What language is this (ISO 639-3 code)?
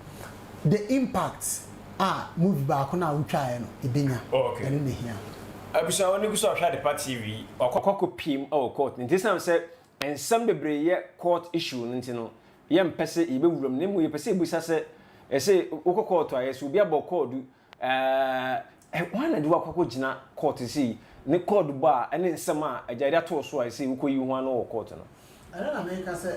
aka